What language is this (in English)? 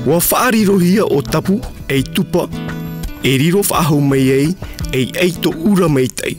Tahitian